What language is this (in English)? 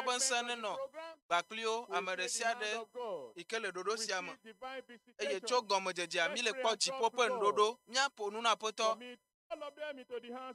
Ewe